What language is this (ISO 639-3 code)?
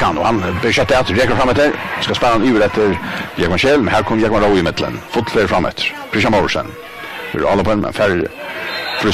fao